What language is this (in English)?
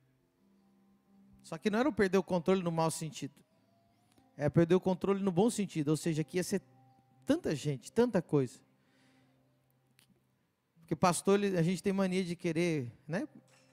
Portuguese